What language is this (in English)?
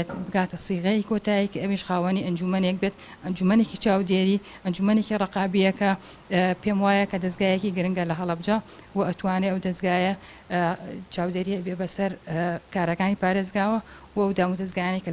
Central Kurdish